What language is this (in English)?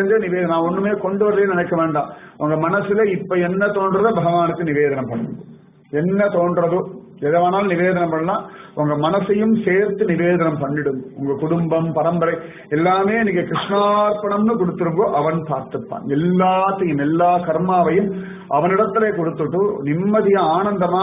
Tamil